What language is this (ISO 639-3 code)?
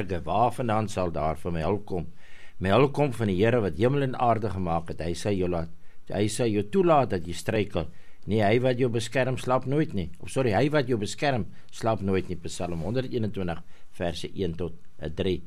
afr